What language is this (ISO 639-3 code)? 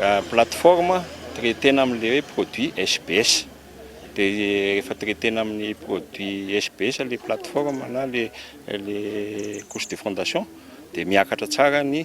mlg